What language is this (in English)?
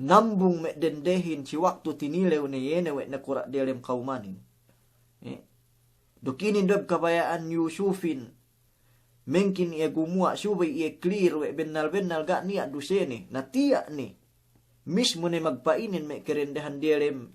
Yakan